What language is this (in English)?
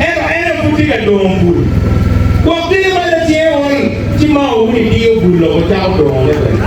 Acoli